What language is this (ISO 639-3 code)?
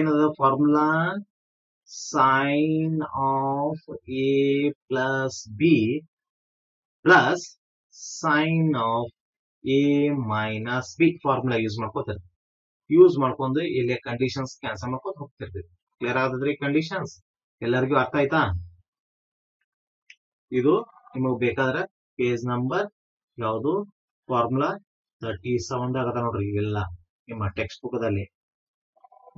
kan